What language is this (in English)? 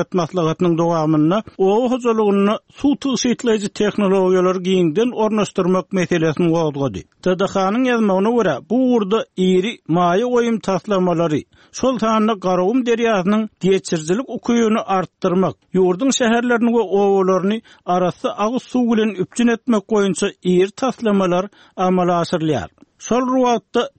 Turkmen